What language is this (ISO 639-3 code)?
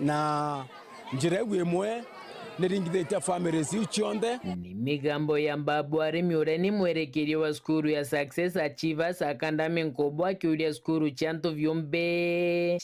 mer